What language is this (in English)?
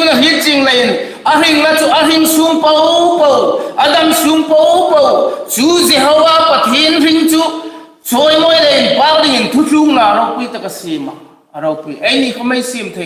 Hmar